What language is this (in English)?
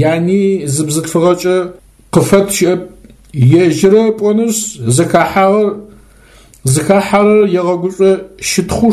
Adyghe